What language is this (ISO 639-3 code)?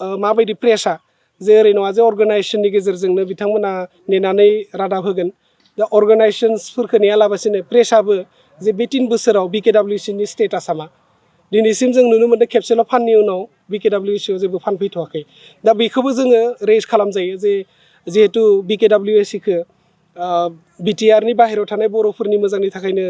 brx